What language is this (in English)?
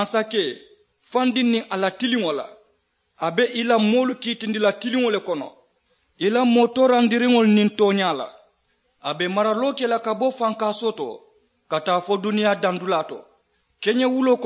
Mandingo